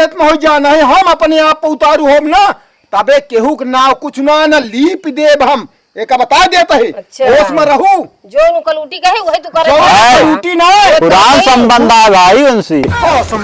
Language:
Awadhi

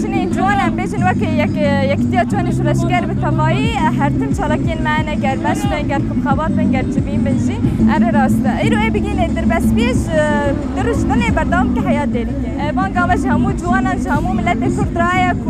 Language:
Kurdish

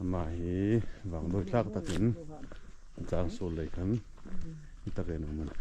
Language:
Hmar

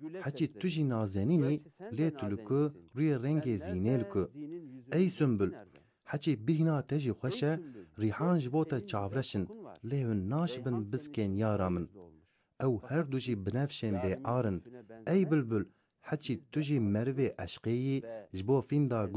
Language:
Kurdish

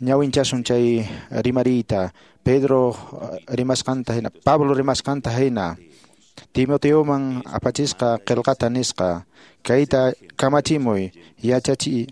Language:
Quechua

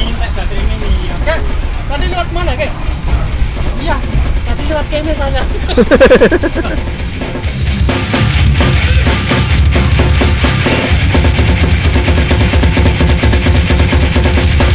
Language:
Indonesian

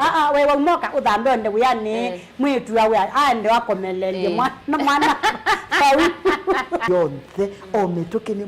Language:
Kamba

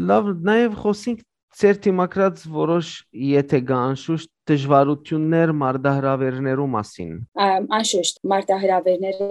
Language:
Western Armenian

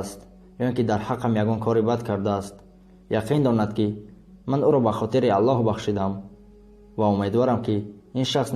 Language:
Tajik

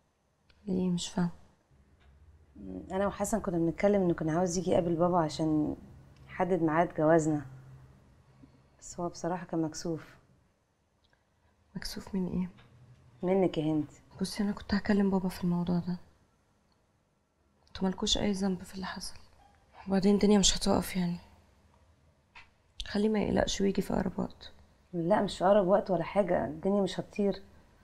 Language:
Egyptian Arabic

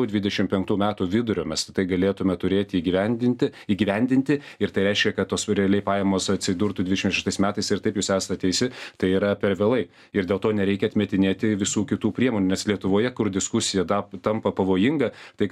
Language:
Lithuanian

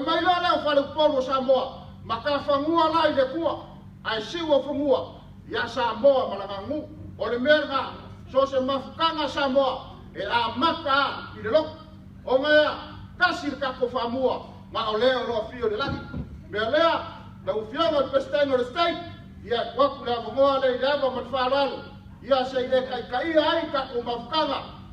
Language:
Samoan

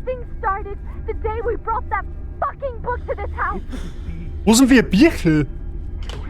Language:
Bavarian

